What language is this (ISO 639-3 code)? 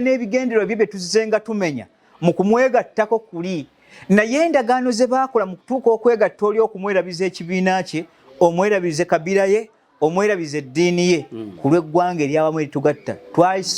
lug